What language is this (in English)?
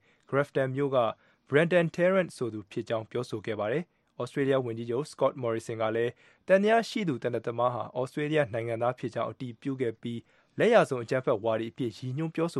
Burmese